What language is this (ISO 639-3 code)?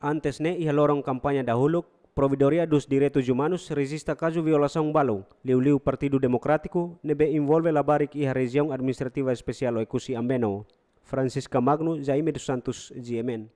tet